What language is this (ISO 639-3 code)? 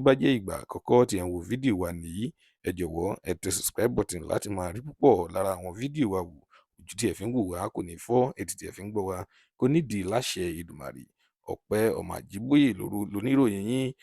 yor